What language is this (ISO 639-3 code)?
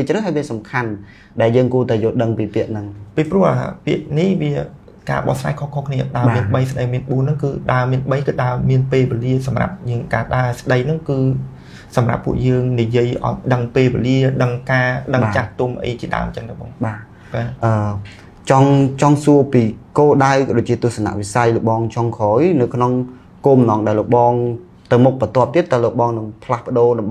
khm